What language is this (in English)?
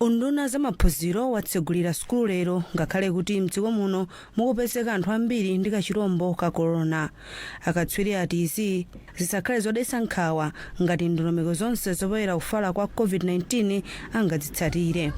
Nyanja